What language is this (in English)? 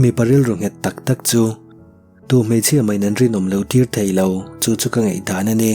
Mizo